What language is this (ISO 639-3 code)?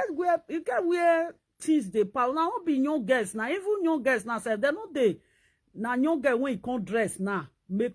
pcm